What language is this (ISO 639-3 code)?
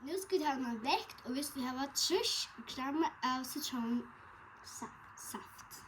fao